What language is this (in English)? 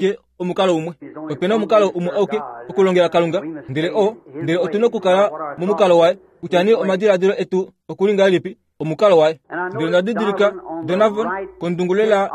Kuanyama